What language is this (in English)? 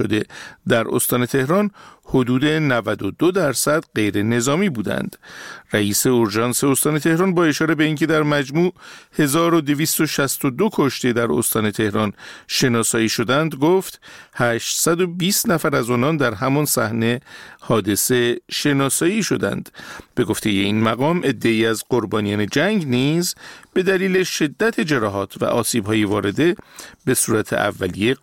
Persian